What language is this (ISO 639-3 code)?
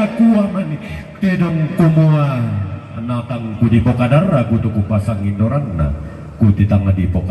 sda